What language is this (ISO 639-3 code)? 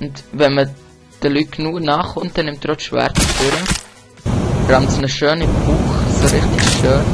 gsw